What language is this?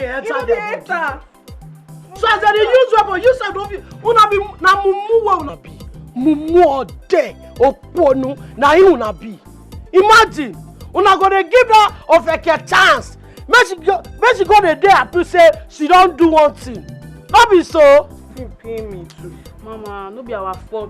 Nigerian Pidgin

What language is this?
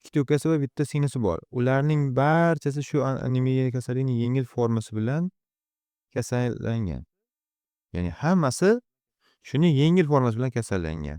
Uzbek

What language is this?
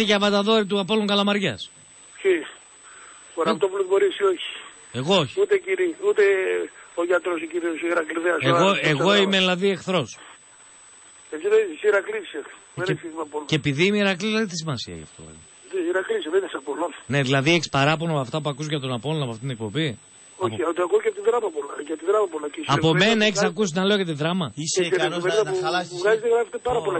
Greek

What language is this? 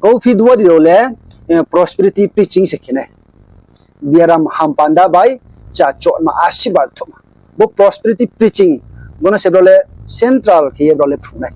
Riang (India)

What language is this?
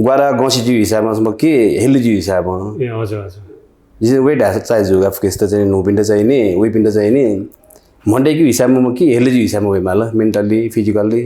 Newari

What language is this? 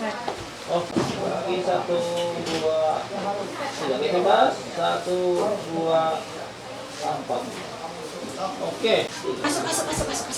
Ma'anyan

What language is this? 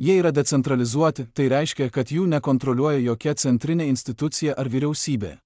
Lithuanian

